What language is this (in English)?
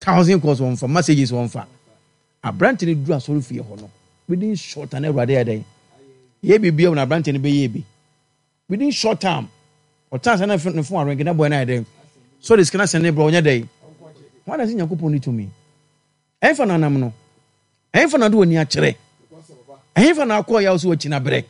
Akan